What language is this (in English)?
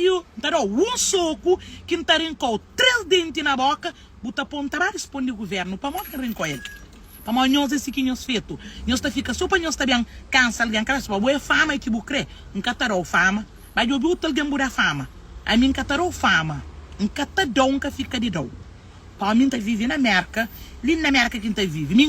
Kabuverdianu